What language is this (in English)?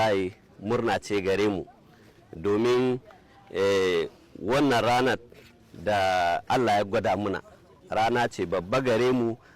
Hausa